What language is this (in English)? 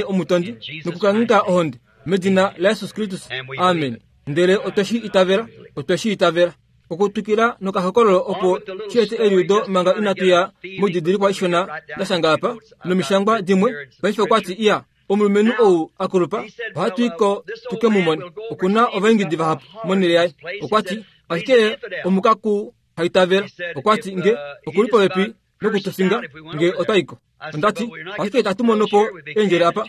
Kuanyama